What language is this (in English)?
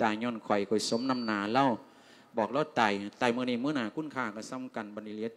Lao